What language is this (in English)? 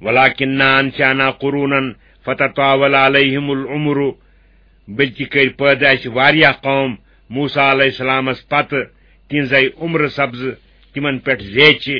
Kashmiri